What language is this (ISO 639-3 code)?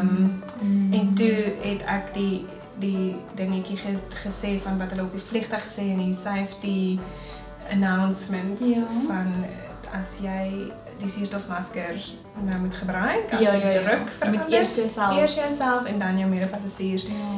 afr